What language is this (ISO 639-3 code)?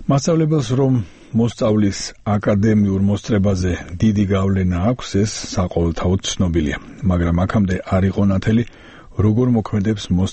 kat